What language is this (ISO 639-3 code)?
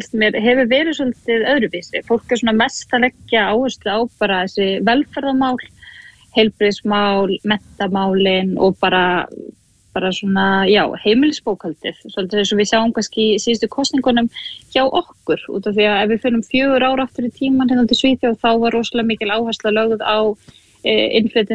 isl